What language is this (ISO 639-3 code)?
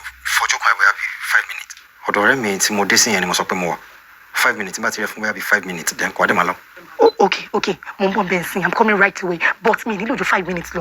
yor